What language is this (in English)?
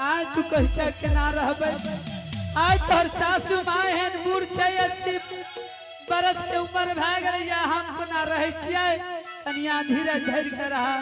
Angika